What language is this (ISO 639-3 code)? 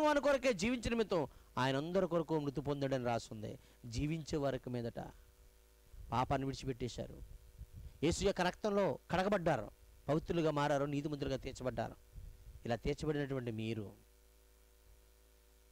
tel